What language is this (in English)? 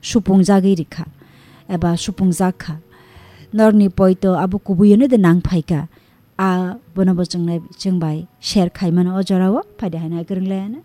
Kok Borok